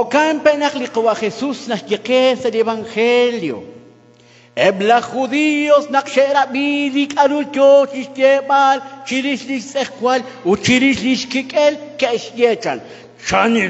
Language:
Kekchí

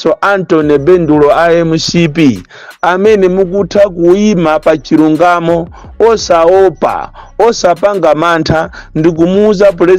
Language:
Nyanja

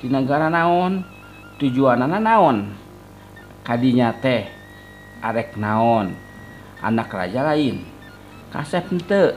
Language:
Sundanese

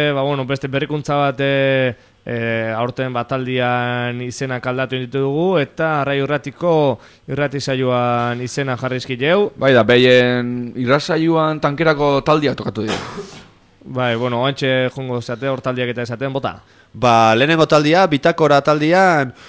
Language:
Basque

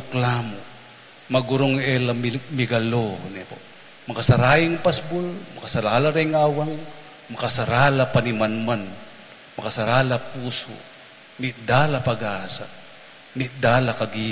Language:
Pampanga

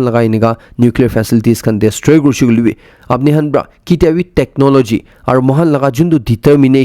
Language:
Naga Pidgin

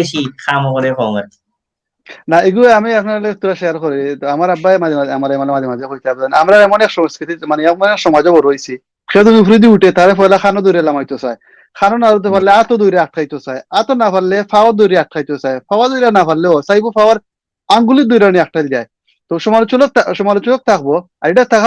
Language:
Sylheti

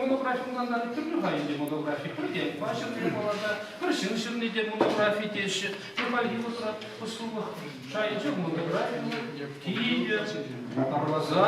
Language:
Chuvash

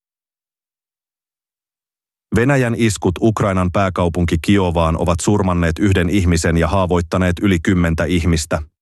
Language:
Finnish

